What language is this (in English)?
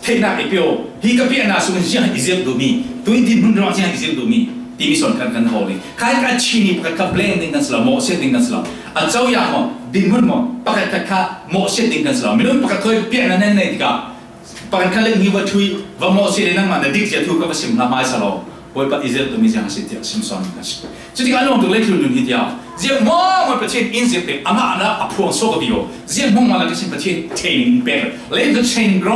Falam Chin